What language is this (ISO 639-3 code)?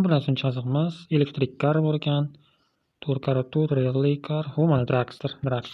uzb